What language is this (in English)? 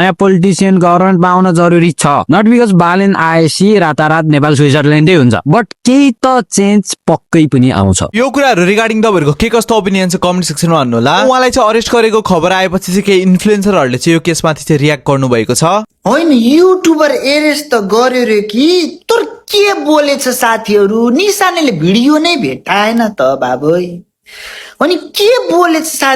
Nepali